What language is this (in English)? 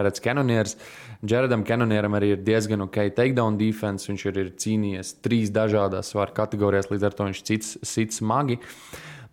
Latvian